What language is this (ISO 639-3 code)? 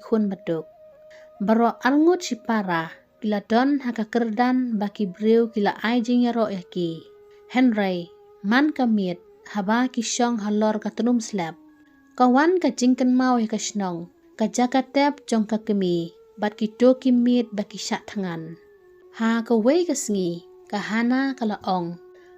kha